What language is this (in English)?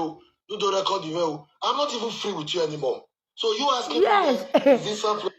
Nigerian Pidgin